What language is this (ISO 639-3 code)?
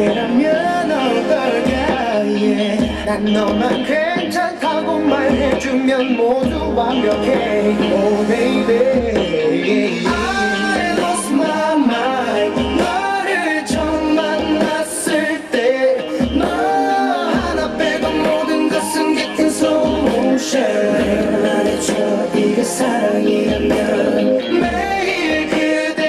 kor